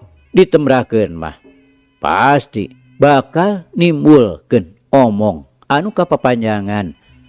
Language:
Sundanese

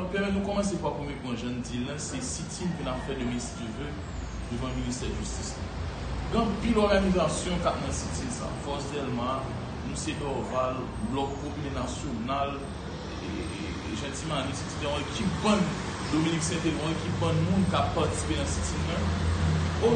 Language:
Haitian Creole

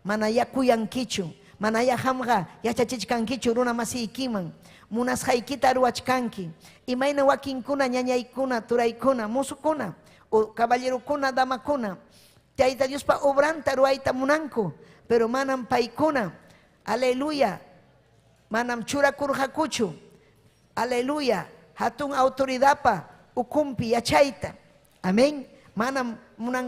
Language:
Ayacucho Quechua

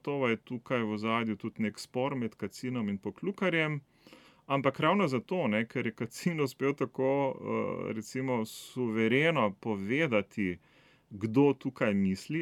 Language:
Slovenian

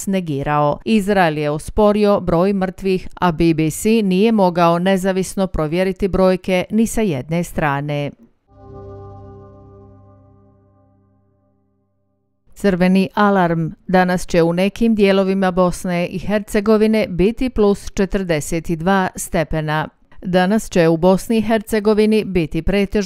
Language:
Bosnian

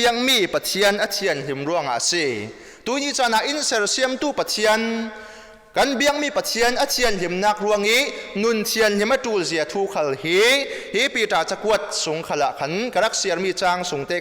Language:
Falam Chin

